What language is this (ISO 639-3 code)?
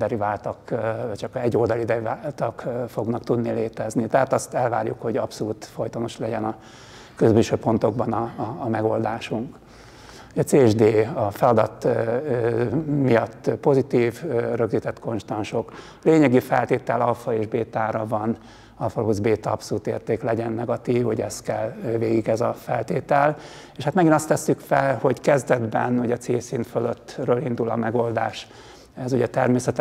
hun